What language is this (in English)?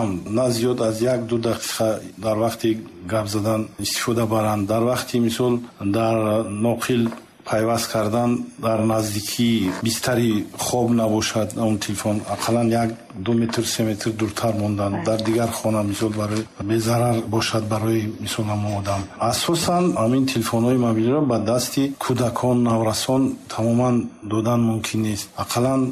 Tajik